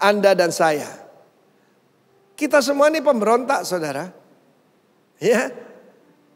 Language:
Indonesian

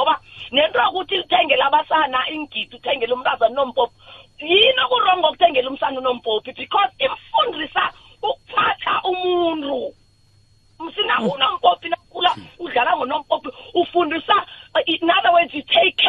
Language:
South Ndebele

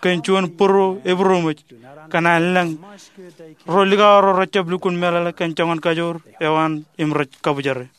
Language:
Marshallese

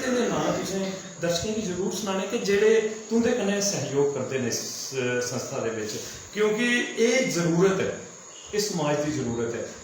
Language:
Dogri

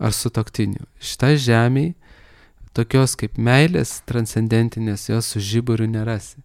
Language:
Lithuanian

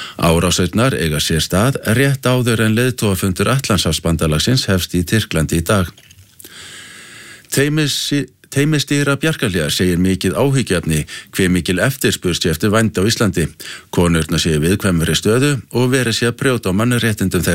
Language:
Icelandic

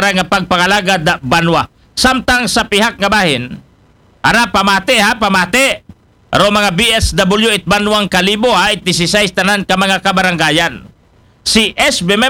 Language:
Aklanon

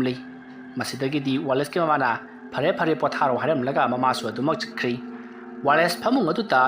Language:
Manipuri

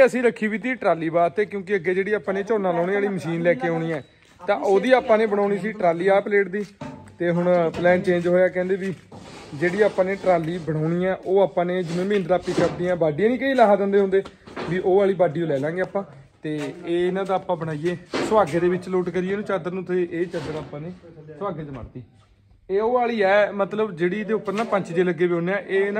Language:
Punjabi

